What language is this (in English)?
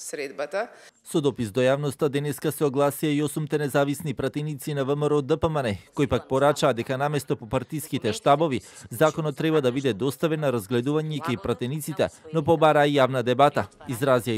Macedonian